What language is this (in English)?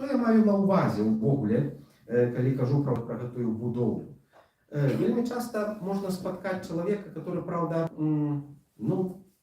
Belarusian